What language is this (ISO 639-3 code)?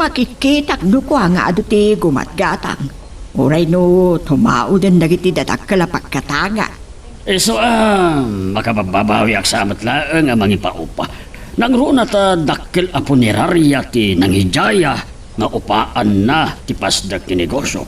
ilo